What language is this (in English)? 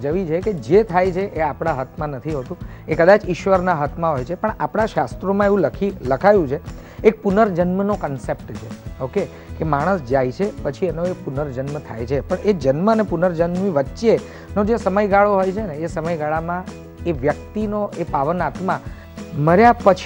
Gujarati